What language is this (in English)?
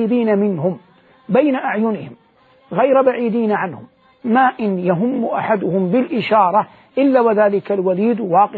Arabic